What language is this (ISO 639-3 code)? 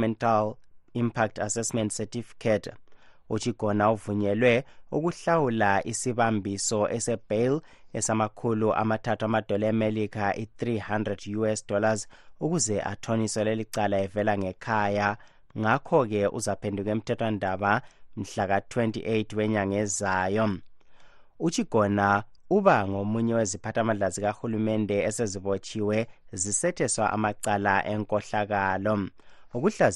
nde